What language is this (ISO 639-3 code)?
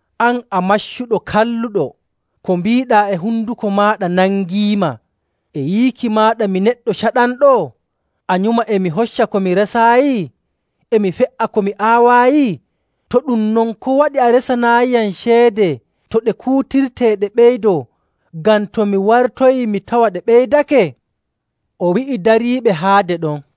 fuv